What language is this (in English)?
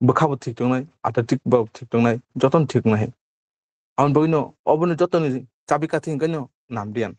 Kok Borok